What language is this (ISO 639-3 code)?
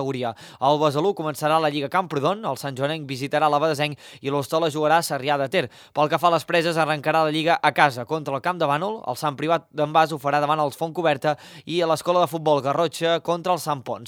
cat